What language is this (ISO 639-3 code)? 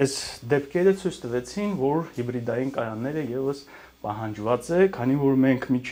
hye